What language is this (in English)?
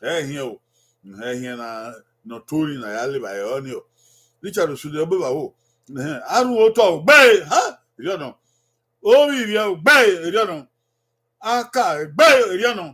Bini